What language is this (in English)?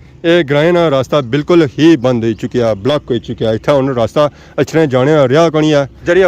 Pahari-Potwari